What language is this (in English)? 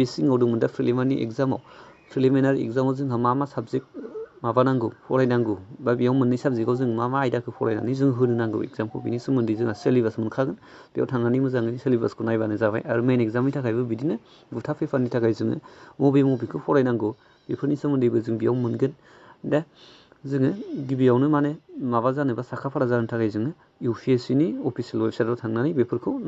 Bodo